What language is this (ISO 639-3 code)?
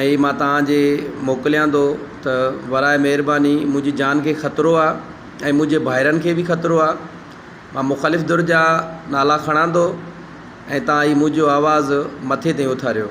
snd